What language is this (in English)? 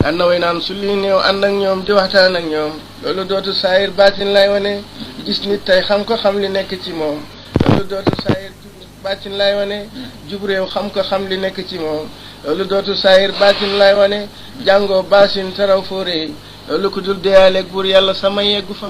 Wolof